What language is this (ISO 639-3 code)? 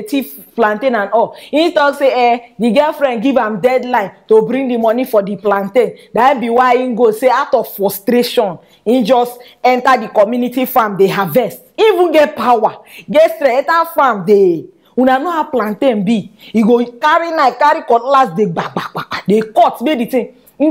pcm